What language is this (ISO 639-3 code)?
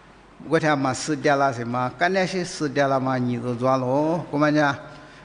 lis